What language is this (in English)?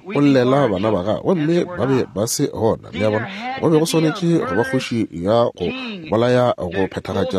Northern Sotho